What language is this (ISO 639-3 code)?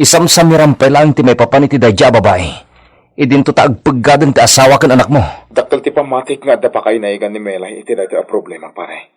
ilo